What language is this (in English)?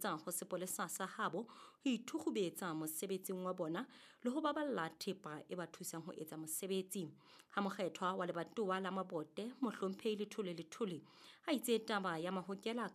Southern Sotho